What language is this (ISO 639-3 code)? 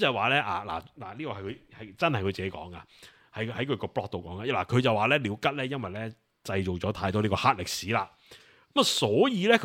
yue